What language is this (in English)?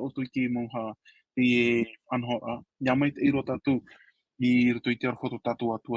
Tahitian